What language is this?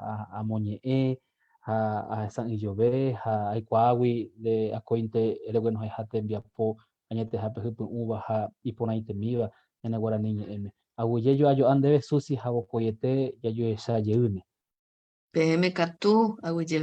Guarani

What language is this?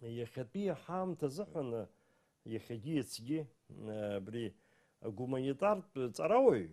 Abkhazian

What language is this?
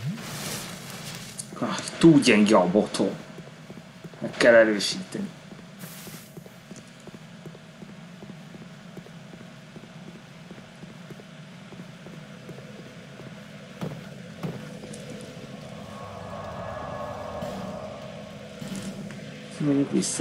Hungarian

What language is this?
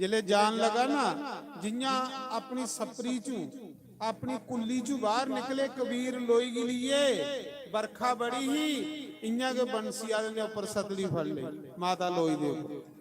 Dogri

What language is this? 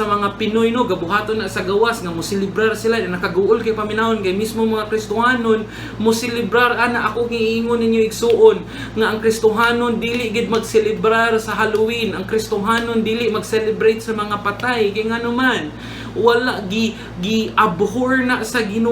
Cebuano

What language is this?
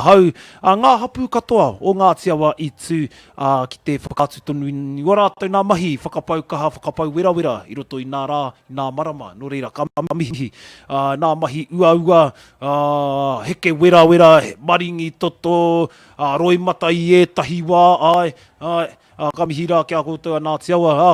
Māori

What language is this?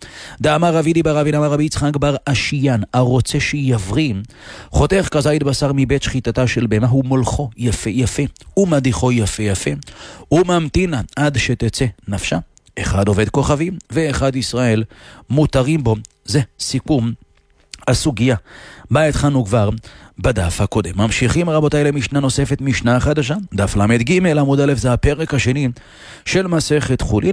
Hebrew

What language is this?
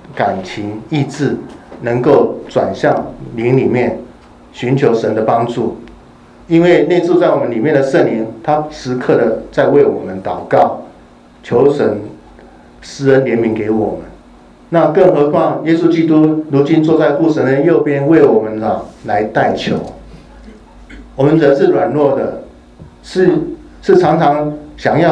Chinese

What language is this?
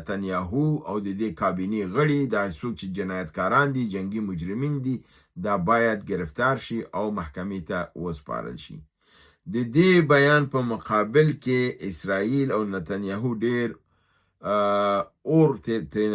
Pashto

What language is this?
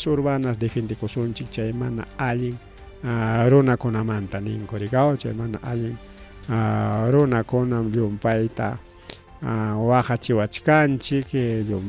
Ayacucho Quechua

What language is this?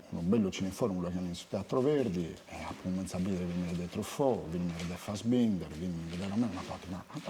Sardinian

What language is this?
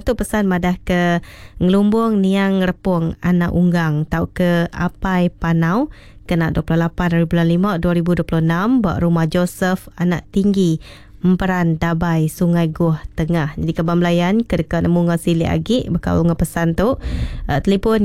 Iban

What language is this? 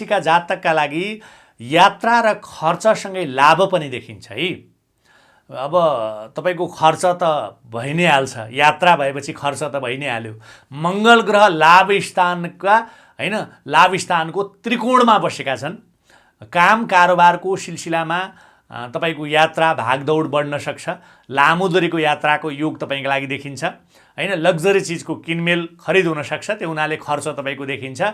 Nepali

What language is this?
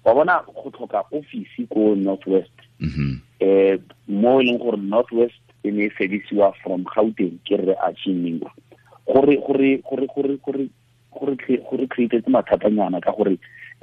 Tswana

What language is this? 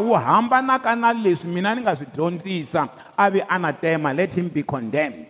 Tsonga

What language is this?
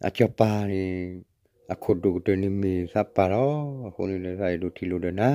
S'gaw Karen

